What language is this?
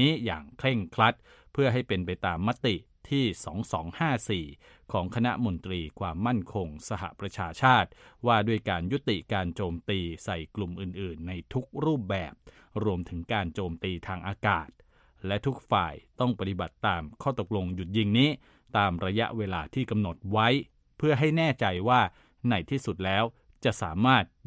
Thai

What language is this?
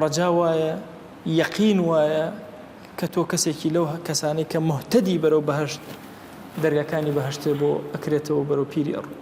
Central Kurdish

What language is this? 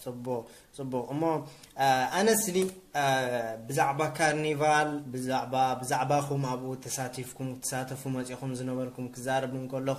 Tigrinya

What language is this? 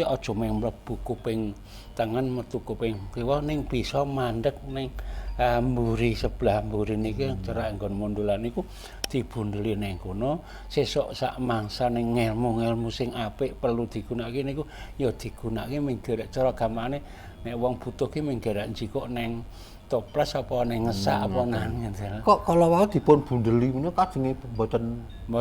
Javanese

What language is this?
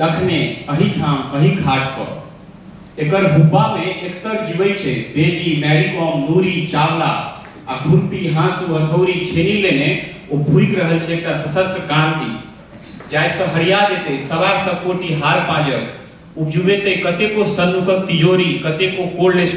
Maithili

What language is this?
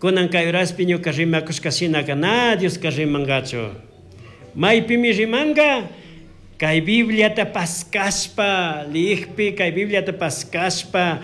Chimborazo Highland Quichua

